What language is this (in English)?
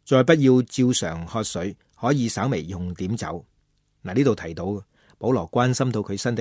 Cantonese